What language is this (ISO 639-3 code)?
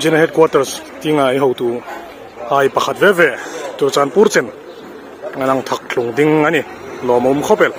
hmr